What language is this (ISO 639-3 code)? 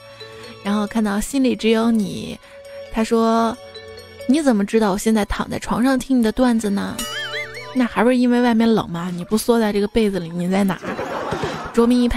zho